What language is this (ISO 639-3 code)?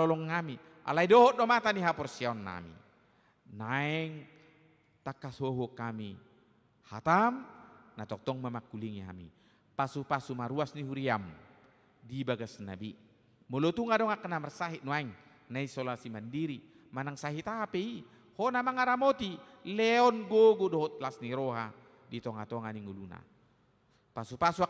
bbc